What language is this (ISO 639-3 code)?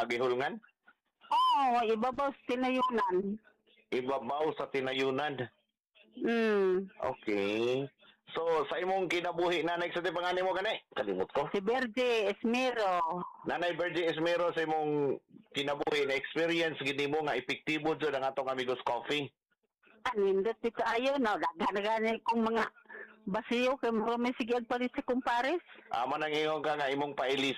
ceb